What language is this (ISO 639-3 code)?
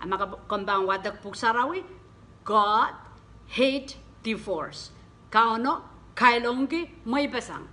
pon